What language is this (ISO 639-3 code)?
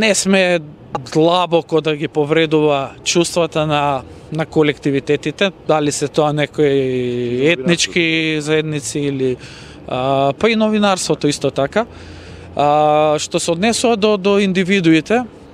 mkd